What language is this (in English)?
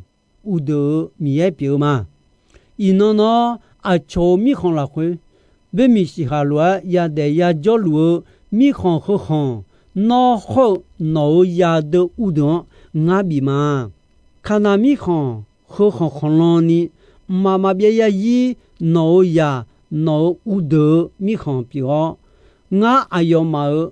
Akha